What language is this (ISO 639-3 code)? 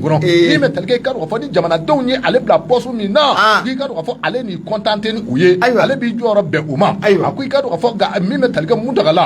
bam